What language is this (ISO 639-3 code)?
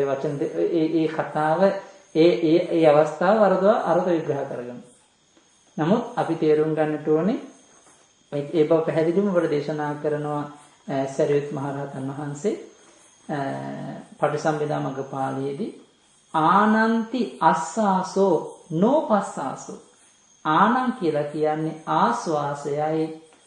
sin